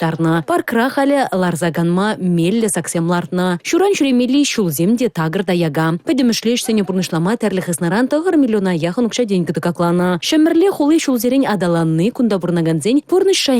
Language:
Chuvash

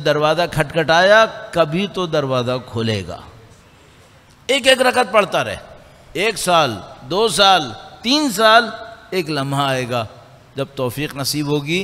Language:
Urdu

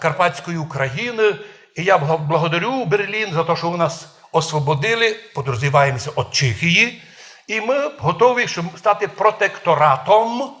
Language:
Rusyn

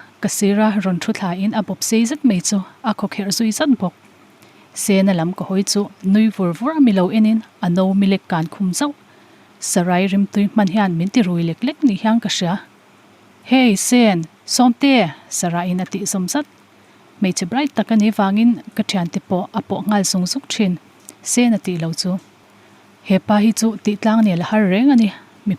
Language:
Mizo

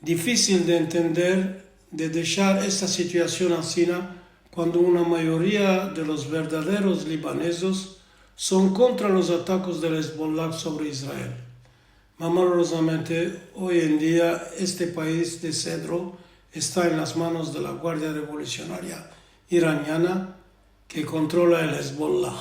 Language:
Ladino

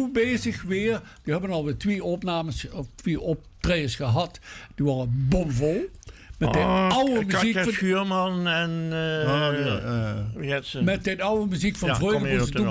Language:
Limburgish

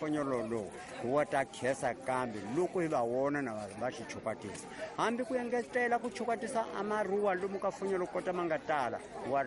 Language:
Tsonga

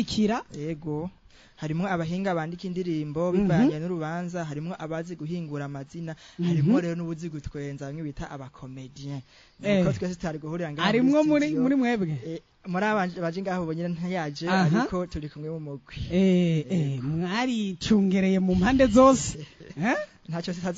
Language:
Rundi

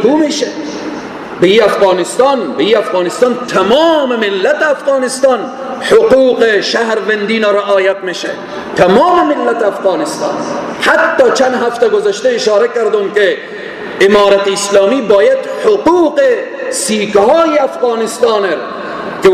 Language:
Persian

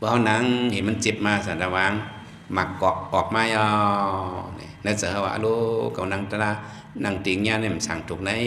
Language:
Shan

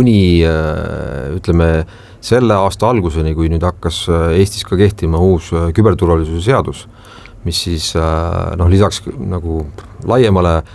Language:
Estonian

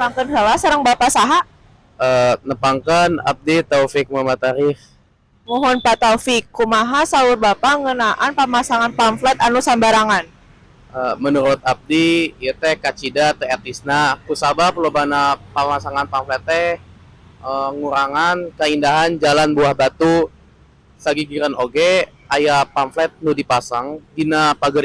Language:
Sundanese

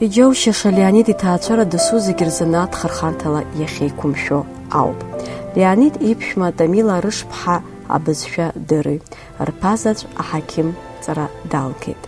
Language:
Abkhazian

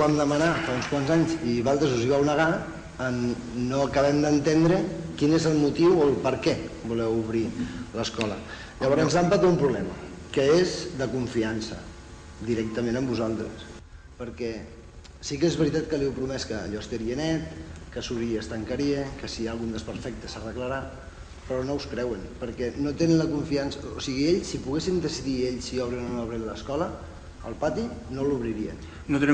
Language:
Catalan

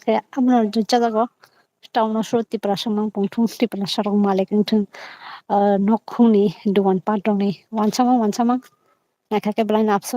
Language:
Kok Borok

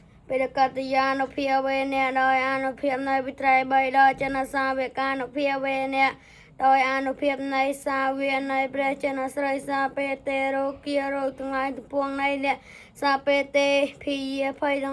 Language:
Khmer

